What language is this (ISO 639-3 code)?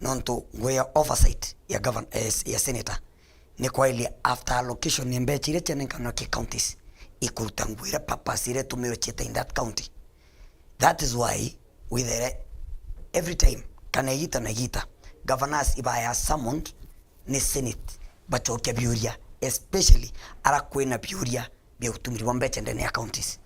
mer